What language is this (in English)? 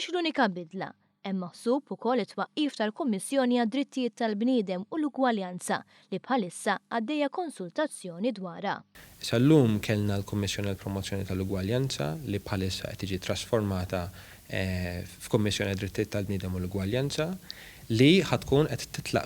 Maltese